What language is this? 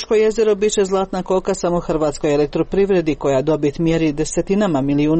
Croatian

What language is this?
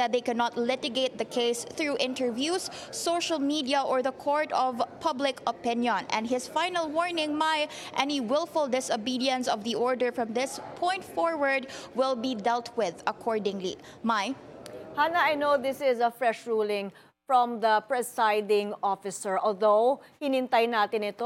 Filipino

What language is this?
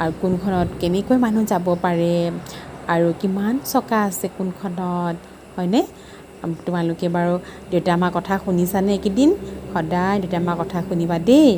Assamese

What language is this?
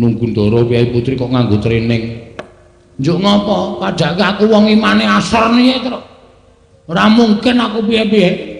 Javanese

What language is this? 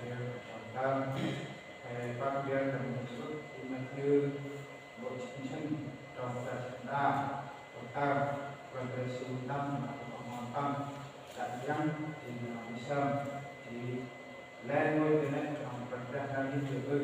Central Mnong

